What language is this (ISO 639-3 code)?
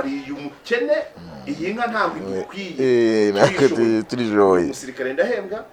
kin